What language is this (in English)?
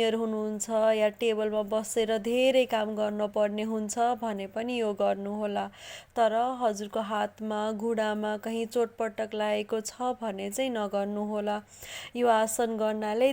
Nepali